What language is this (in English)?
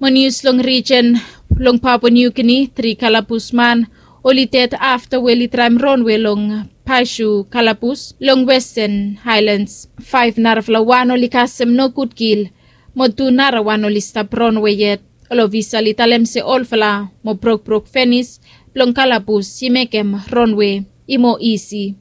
Bislama